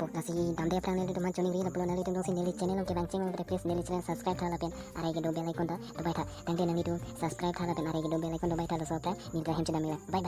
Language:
Karbi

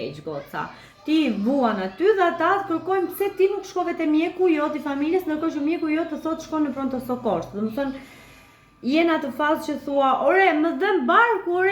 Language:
Albanian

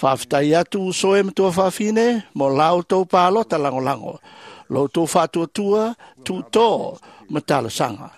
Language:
Samoan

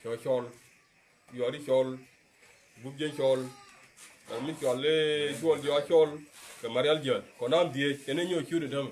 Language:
Nuer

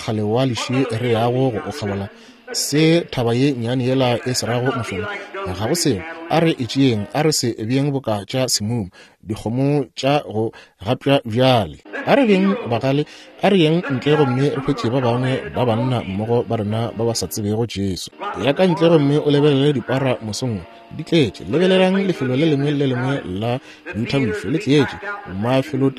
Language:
Northern Sotho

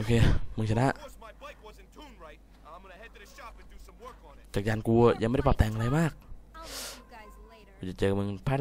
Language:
Thai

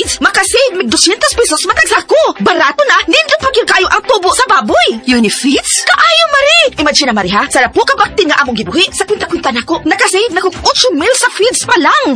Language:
Cebuano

